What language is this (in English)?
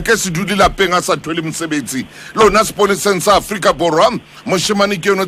Southern Sotho